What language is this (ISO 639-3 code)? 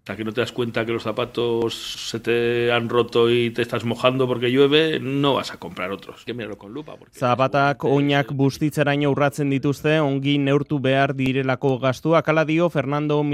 eus